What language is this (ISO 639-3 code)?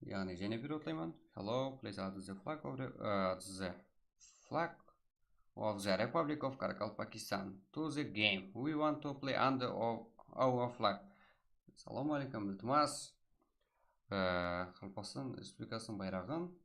kaa